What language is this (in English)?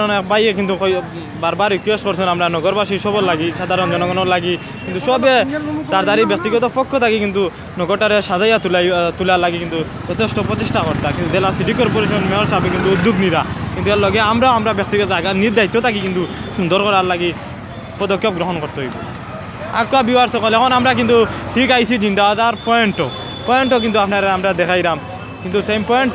Sylheti